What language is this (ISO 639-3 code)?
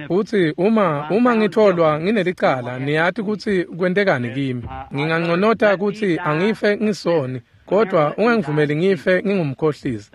ssw